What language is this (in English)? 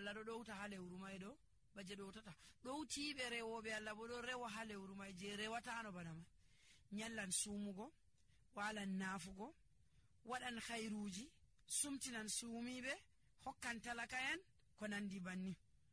Nigerian Fulfulde